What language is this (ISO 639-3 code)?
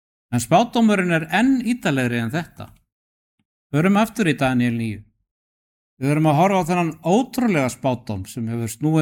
isl